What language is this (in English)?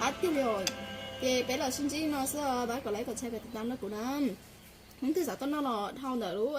Hmong